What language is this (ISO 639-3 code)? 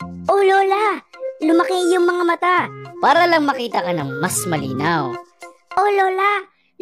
fil